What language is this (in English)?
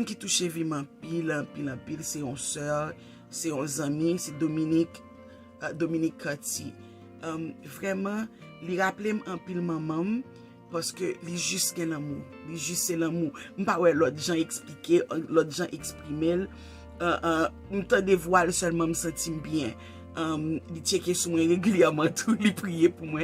Haitian Creole